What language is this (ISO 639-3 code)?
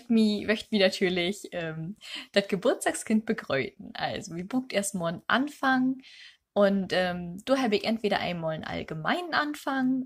nds